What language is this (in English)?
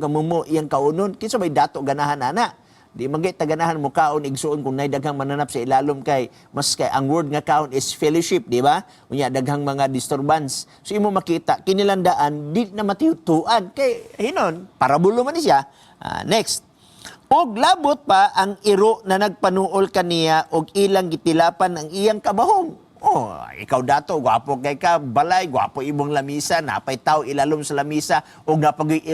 Cebuano